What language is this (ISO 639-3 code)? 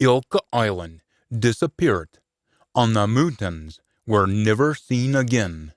sco